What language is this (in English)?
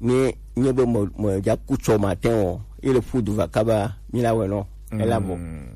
Gen